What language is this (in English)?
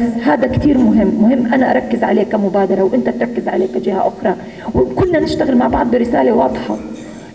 North Levantine Arabic